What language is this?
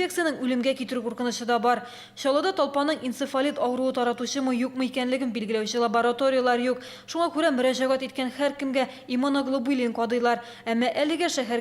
Tatar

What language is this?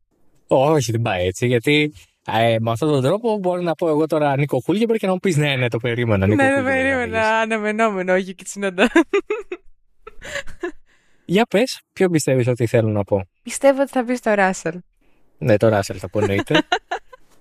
Greek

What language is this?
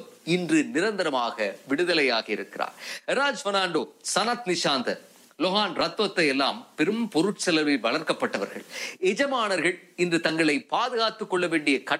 Tamil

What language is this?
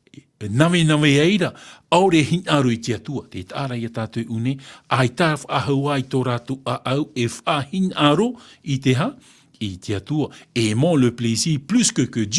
Tahitian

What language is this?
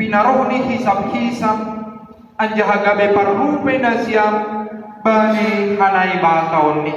Batak Simalungun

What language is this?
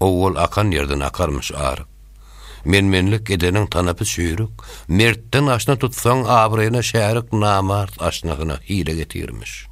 Turkmen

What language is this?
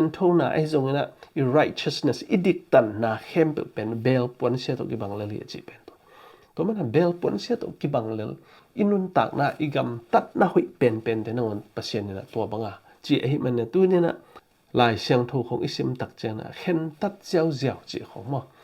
Tedim Chin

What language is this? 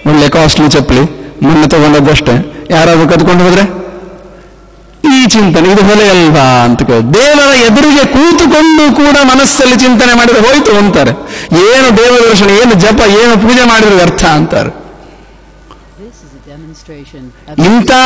Kannada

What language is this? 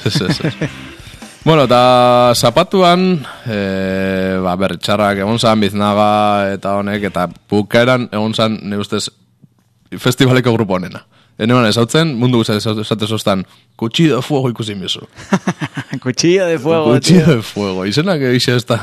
Basque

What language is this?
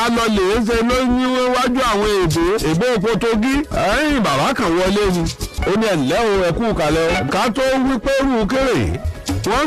Yoruba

